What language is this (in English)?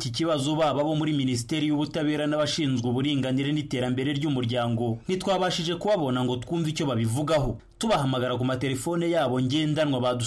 Kinyarwanda